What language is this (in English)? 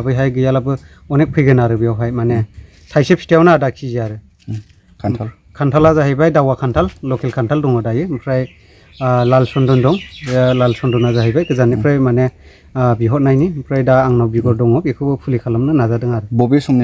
Bodo